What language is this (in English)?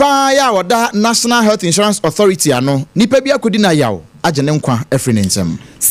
Akan